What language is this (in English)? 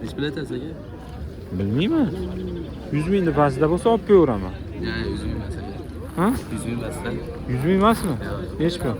Uzbek